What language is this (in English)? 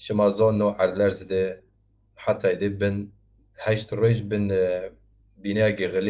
Zaza